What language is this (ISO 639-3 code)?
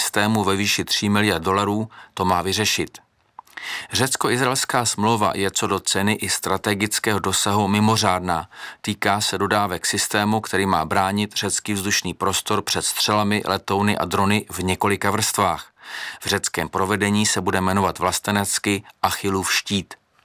ces